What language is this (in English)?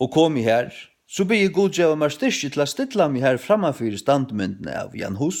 Faroese